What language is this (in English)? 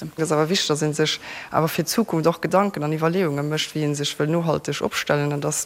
Luxembourgish